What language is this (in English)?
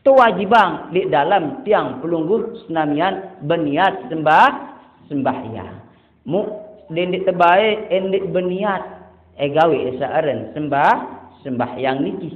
Sasak